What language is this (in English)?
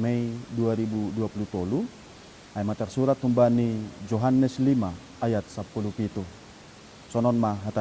Batak Simalungun